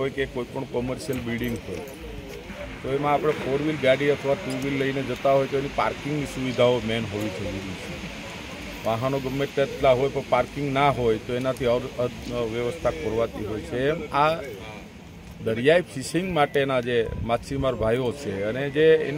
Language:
Gujarati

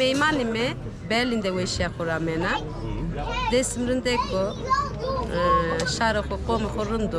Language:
Zaza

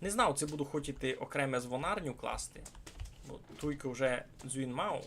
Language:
Rusyn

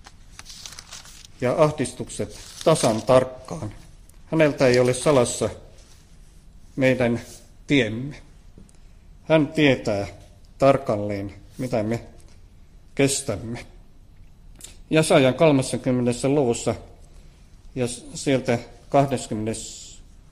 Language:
Finnish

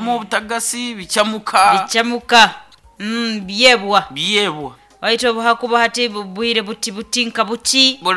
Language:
Nyankole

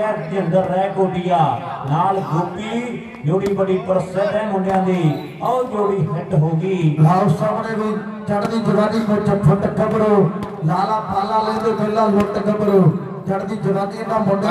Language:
Punjabi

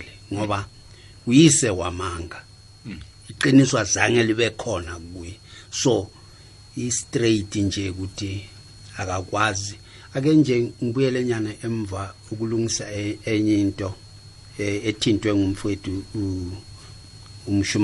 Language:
South Ndebele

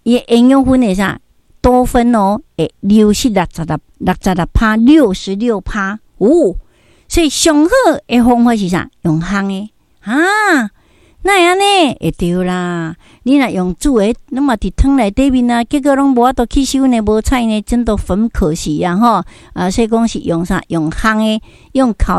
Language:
Min Nan Chinese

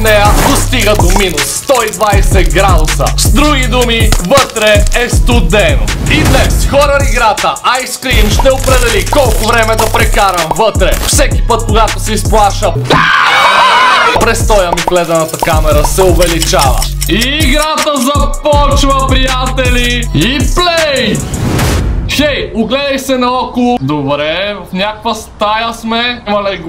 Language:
Bulgarian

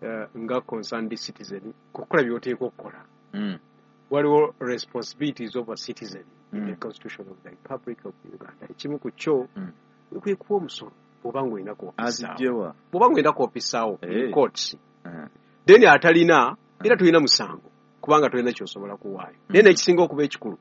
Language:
Ganda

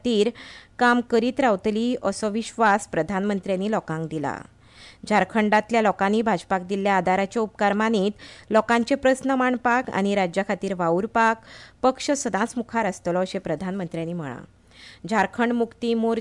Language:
Konkani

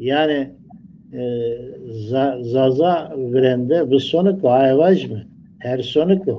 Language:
Zaza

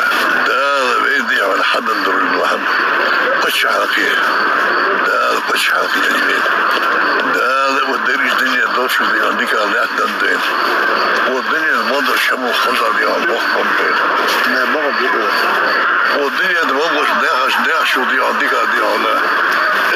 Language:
Ingush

